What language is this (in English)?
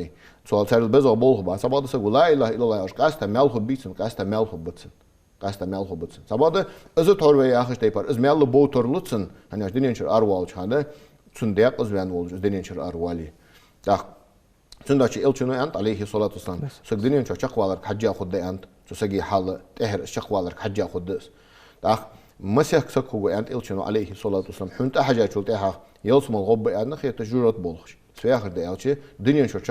Ingush